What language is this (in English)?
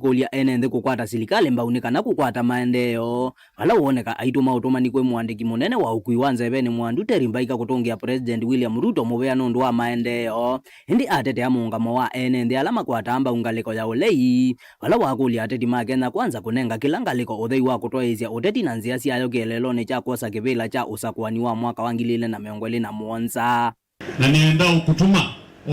Kamba